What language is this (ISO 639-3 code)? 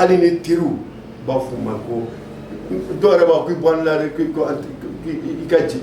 bam